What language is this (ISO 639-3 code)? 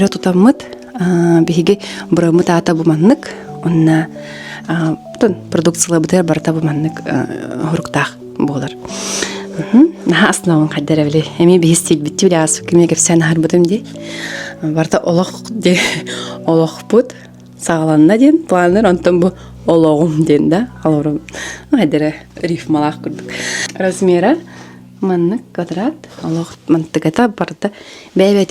sah